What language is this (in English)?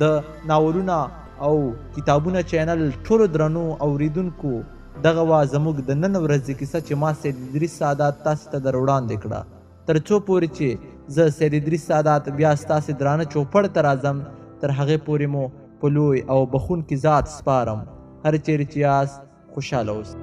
Pashto